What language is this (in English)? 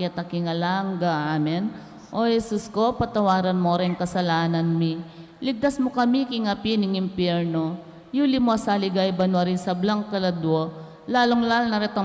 Pampanga